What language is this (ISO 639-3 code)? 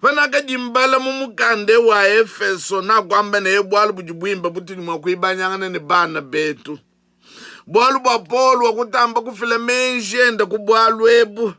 lua